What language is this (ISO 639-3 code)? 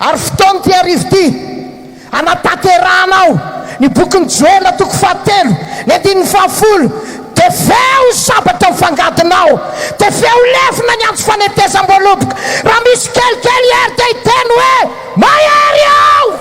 mlg